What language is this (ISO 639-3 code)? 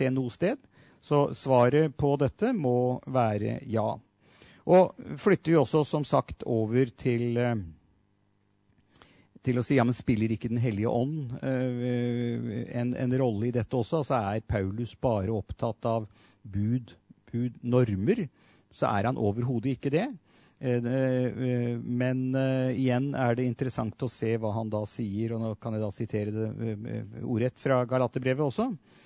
nor